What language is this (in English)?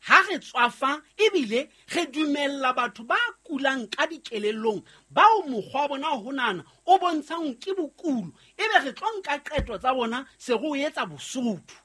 Southern Sotho